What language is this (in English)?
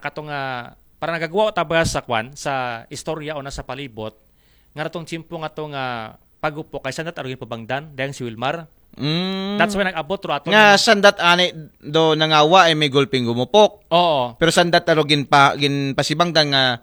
Aklanon